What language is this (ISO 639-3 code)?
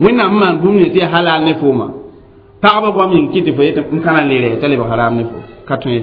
mos